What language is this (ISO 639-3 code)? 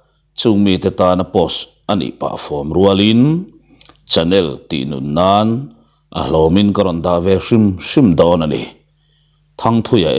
lus